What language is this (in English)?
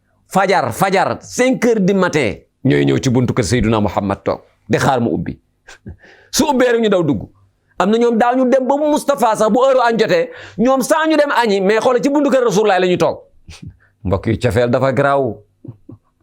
Wolof